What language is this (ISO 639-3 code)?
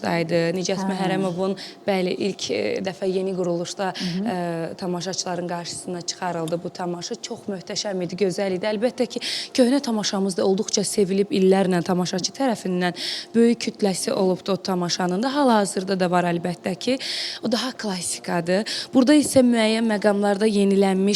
aze